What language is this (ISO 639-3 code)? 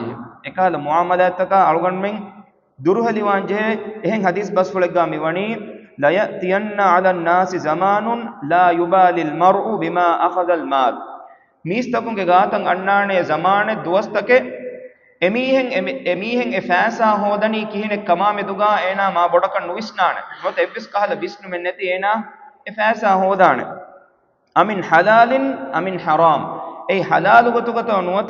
div